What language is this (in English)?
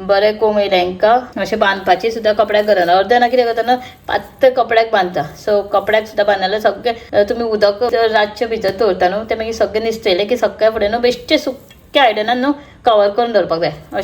Konkani